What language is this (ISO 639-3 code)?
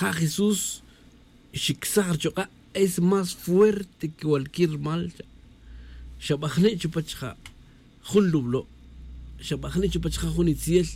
tzj